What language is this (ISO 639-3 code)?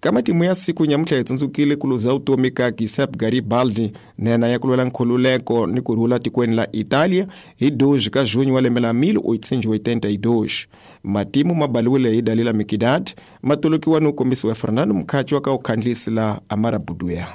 tso